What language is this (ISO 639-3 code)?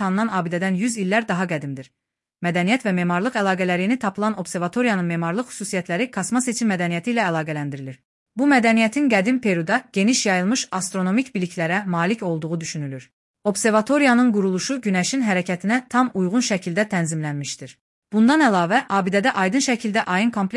aze